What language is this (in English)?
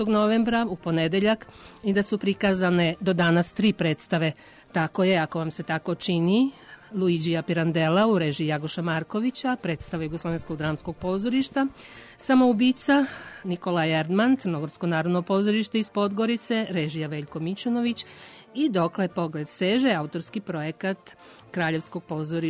Serbian